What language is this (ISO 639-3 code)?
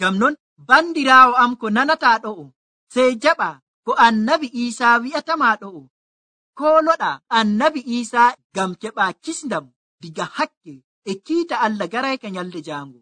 fuv